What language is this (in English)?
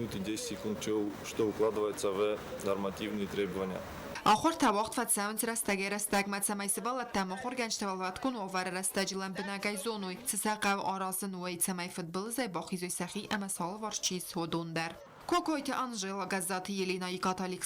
Ossetic